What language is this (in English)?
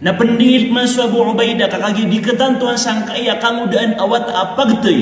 Maranao